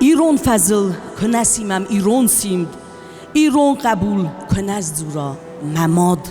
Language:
Ossetic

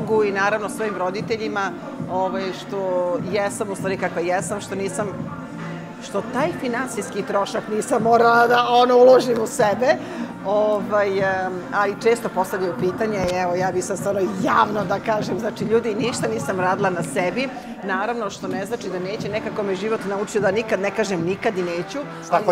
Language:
Serbian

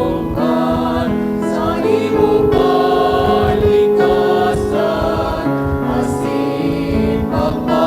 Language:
Bikol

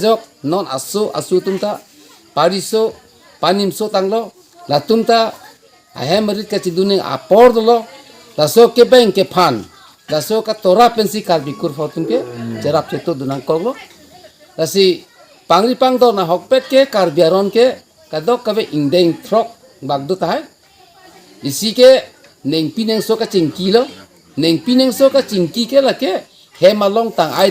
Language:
Karbi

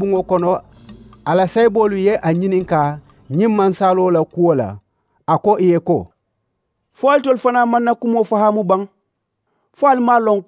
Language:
Mandingo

